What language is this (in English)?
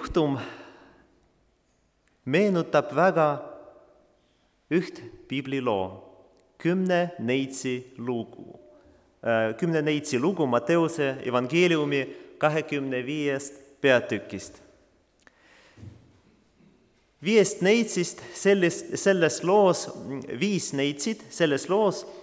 Estonian